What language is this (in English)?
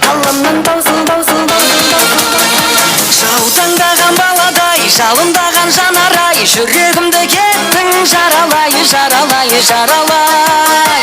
Kara-Kalpak